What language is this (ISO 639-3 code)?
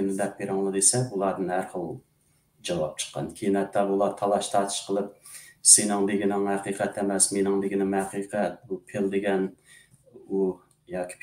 uig